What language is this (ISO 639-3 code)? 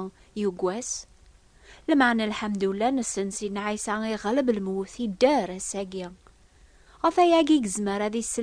kab